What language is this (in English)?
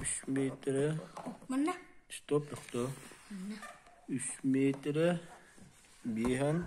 Yakut